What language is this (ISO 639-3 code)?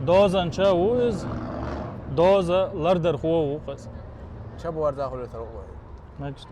che